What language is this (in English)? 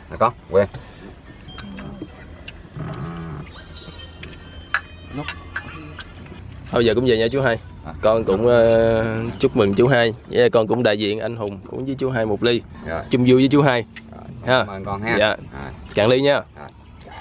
Vietnamese